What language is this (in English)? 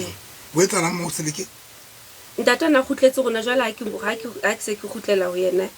Southern Sotho